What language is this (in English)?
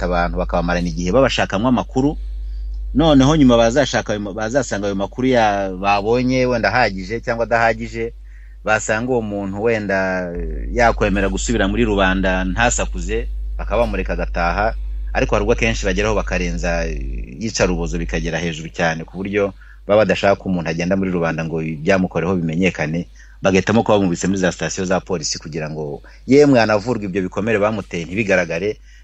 Kinyarwanda